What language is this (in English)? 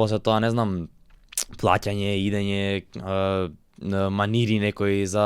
Macedonian